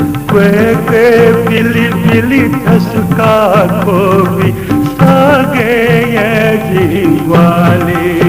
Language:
Newari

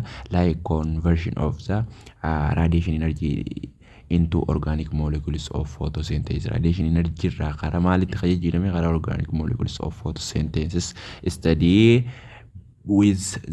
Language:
Oromo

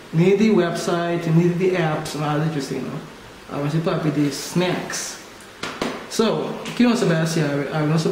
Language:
Papiamento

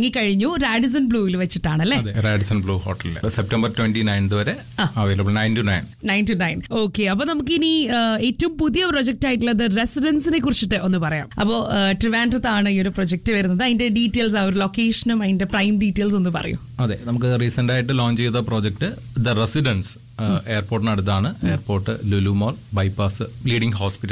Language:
Malayalam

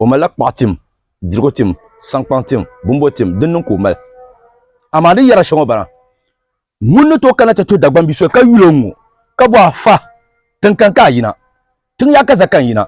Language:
Dagbani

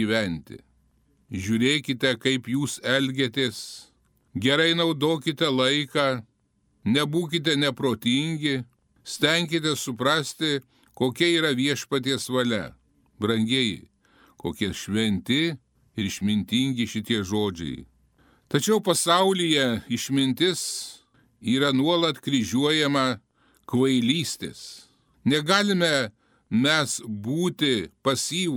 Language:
Lithuanian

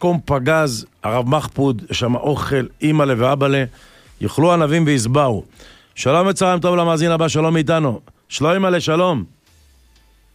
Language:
Hebrew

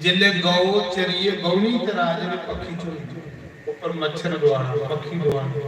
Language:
Dogri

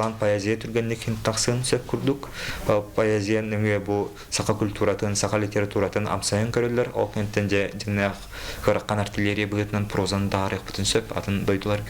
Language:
Yakut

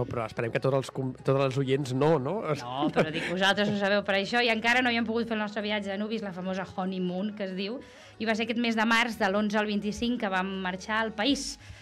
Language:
Catalan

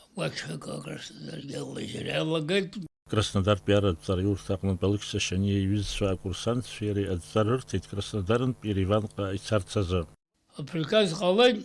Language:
Abkhazian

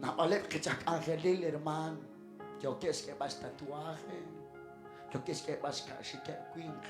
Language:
Kekchí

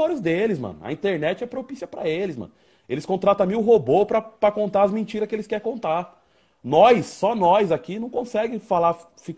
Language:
Portuguese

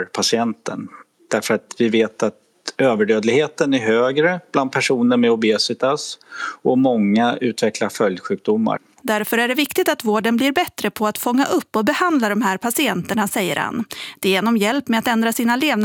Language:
Swedish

